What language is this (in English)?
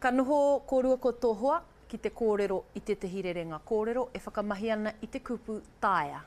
Māori